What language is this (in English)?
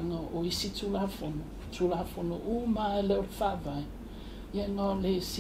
Samoan